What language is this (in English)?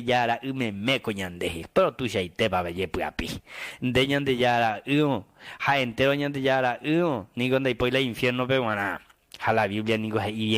Guarani